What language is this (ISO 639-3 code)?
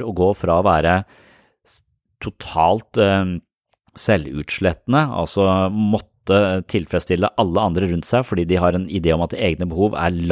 nor